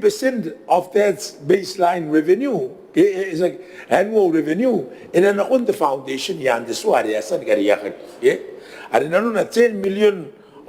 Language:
Gilbertese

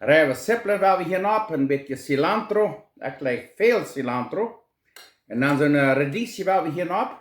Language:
Plautdietsch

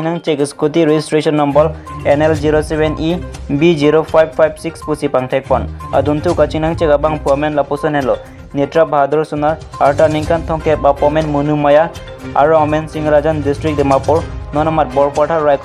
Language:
Karbi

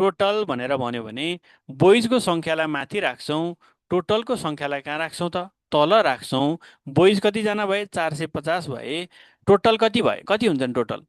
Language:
Nepali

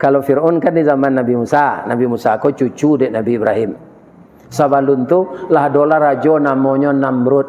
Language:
Minangkabau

